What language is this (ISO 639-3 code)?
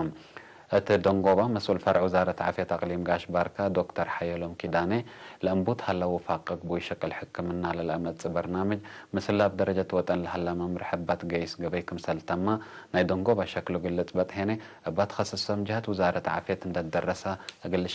tig